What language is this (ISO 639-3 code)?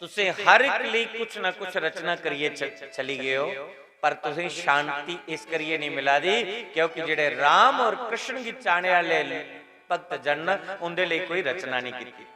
doi